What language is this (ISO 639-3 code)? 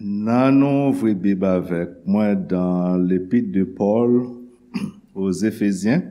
hat